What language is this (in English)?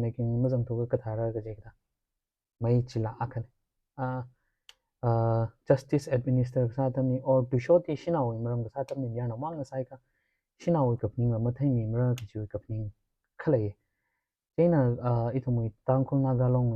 Tangkhul Naga (India)